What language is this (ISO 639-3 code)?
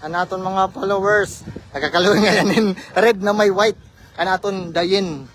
war